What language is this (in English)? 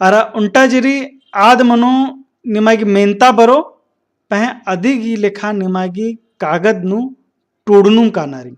Kurukh